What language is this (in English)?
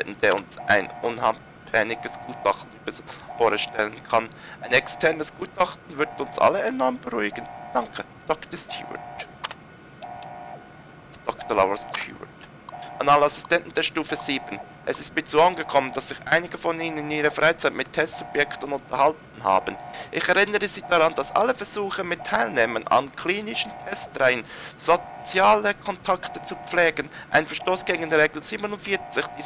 German